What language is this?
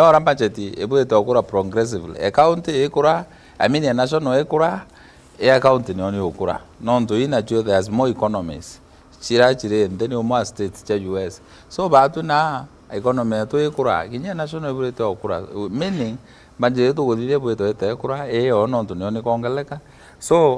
Meru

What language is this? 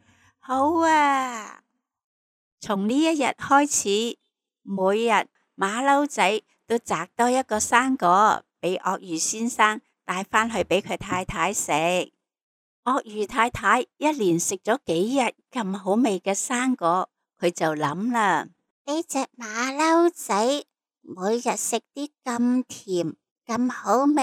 Cantonese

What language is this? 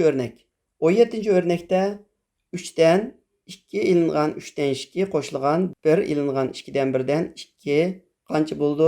Uyghur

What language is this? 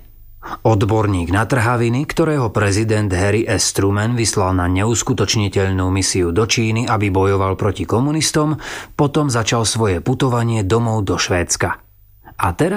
Slovak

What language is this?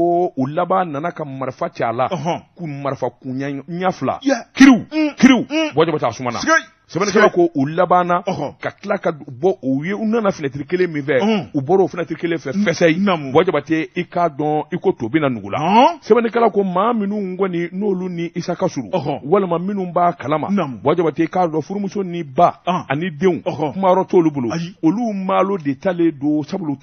Bambara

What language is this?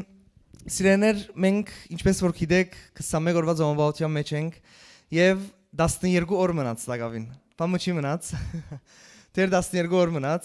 Western Armenian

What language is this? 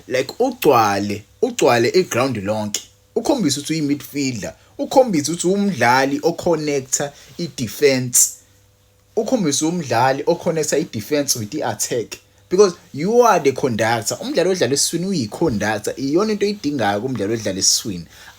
Zulu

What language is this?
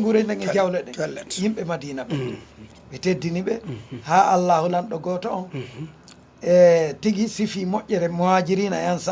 Fula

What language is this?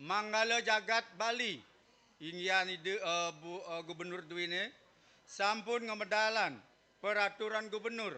Balinese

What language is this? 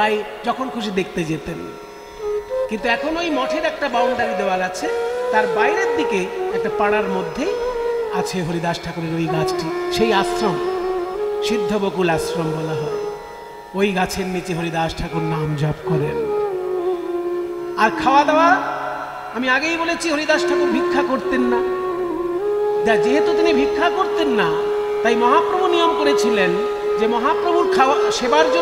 Bangla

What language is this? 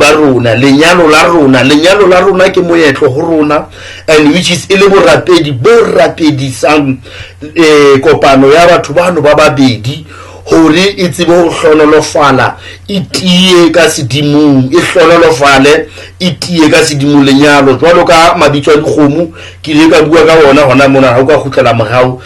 Southern Sotho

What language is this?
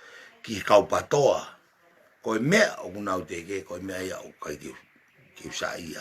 Tongan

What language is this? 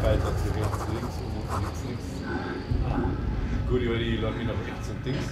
Bavarian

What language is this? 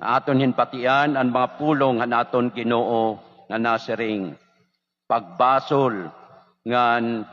Waray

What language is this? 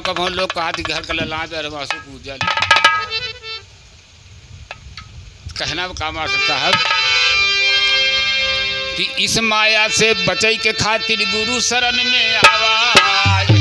Bhojpuri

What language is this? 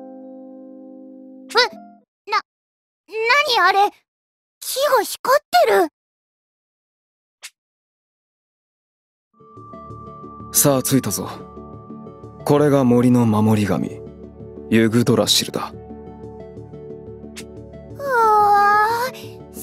Japanese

